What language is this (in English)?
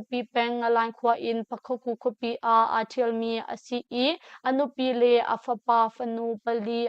Hakha Chin